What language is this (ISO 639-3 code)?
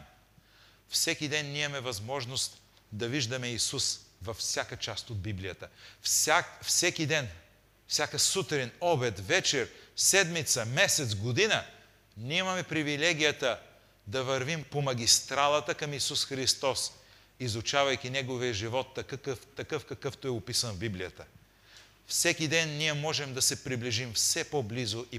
bul